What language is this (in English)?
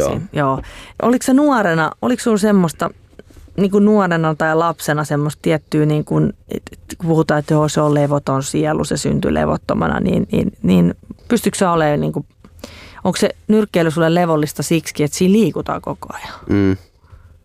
Finnish